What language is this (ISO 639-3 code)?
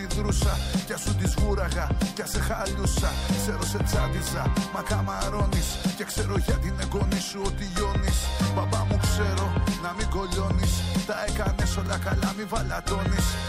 ell